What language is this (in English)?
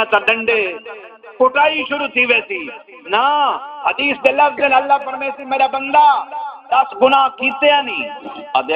Saraiki